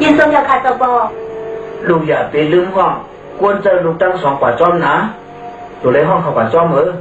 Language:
Shan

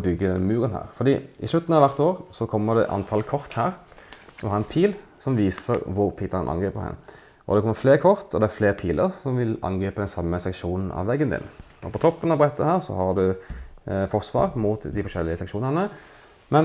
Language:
Norwegian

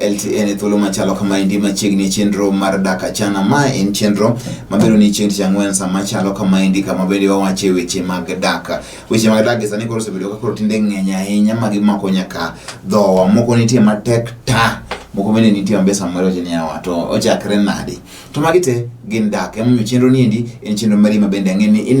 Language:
Luo (Kenya and Tanzania)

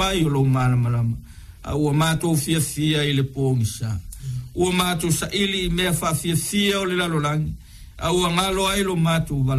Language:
Samoan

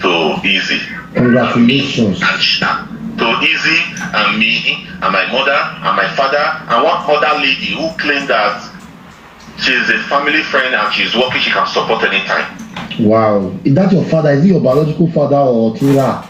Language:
Nigerian Pidgin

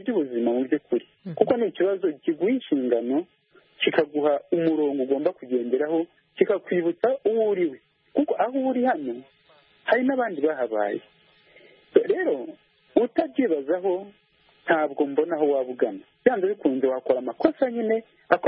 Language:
Kinyarwanda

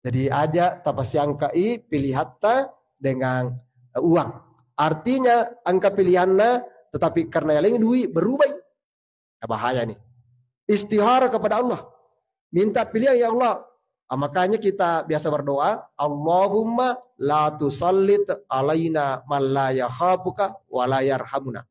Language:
Buginese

